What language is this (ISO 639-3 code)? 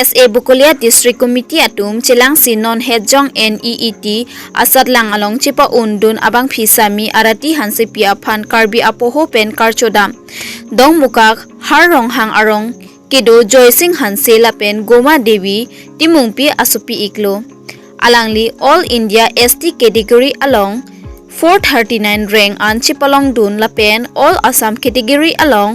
mjw